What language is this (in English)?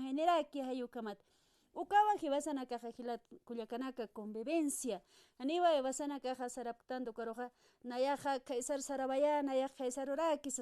Aymara